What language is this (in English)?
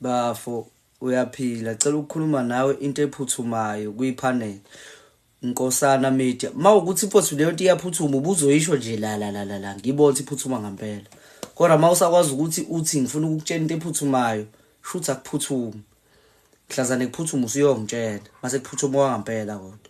Zulu